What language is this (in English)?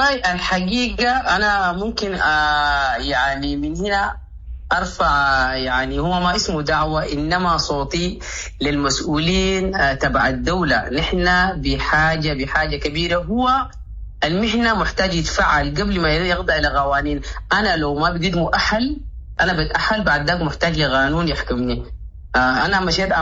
Sudanese Arabic